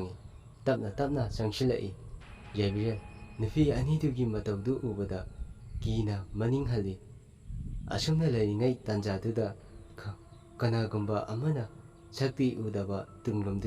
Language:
Manipuri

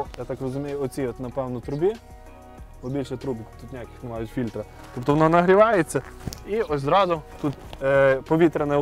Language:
Ukrainian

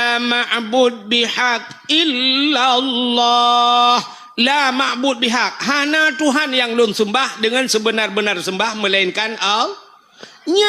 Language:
Achinese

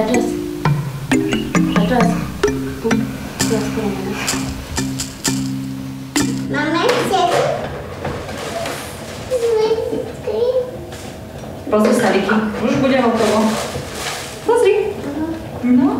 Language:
Slovak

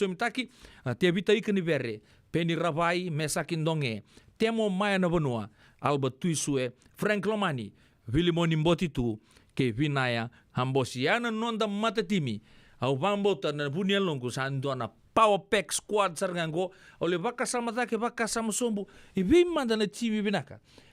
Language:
Fijian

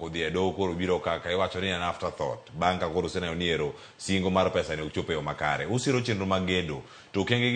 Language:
Luo (Kenya and Tanzania)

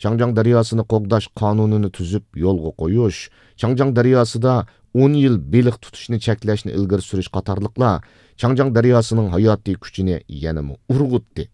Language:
Uyghur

